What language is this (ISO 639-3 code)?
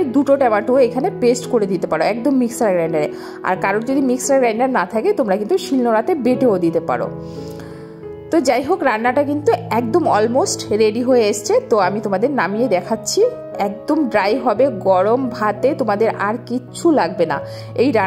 ben